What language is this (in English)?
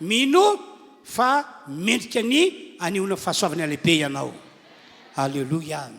Malagasy